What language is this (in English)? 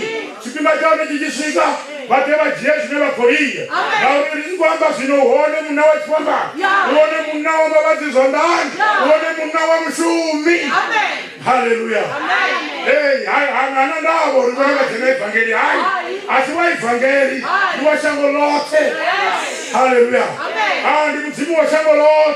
Venda